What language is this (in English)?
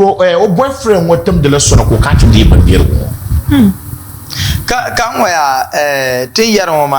Dagbani